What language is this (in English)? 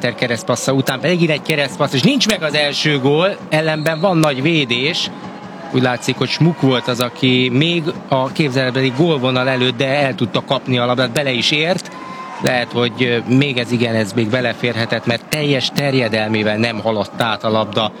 Hungarian